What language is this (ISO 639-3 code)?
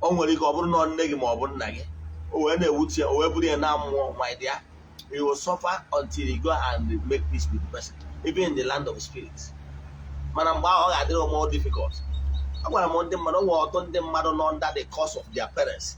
ibo